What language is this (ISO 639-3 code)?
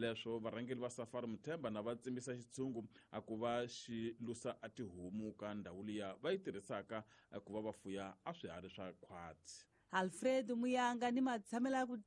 tso